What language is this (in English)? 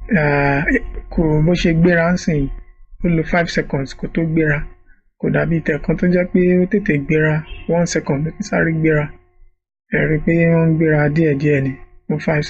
Yoruba